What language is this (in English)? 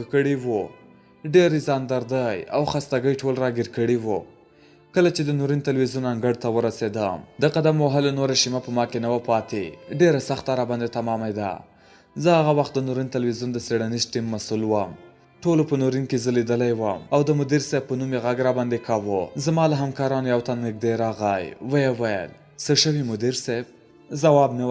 Pashto